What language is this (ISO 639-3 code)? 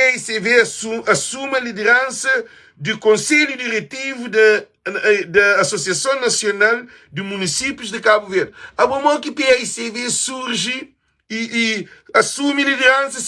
kea